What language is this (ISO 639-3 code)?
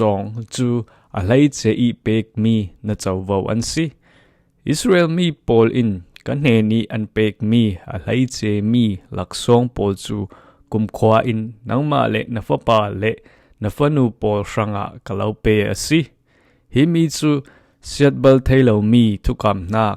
cfm